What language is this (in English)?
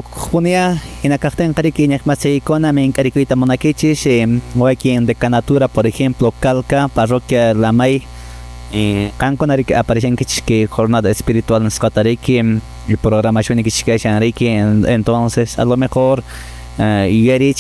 Quechua